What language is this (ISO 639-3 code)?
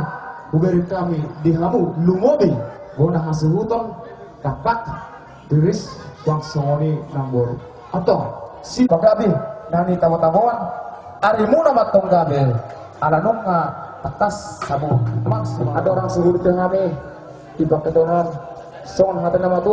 bbc